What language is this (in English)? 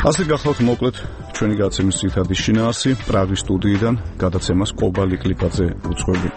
Georgian